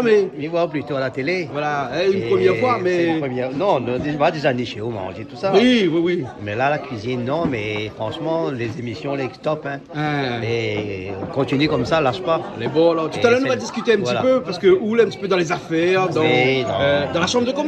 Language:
Réunion Creole French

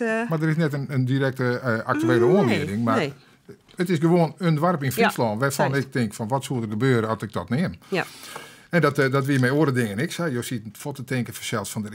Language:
Western Frisian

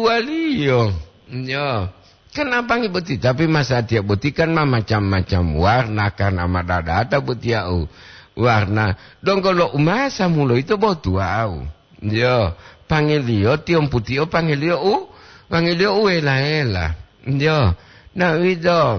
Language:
Gorontalo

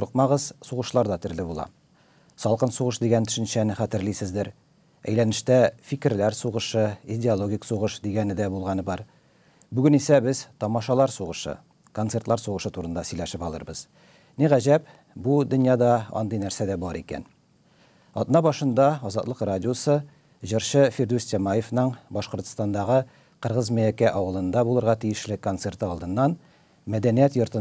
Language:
Tatar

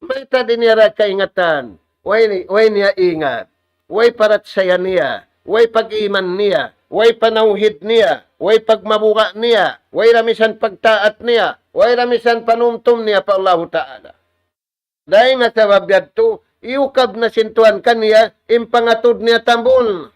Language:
Tausug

